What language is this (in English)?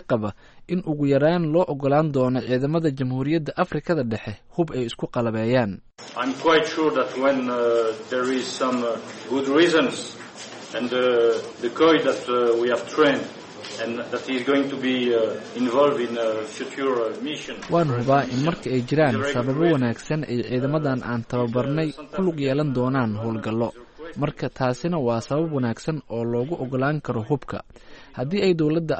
Somali